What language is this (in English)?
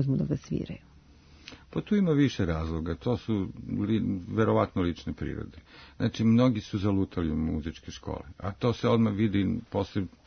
Serbian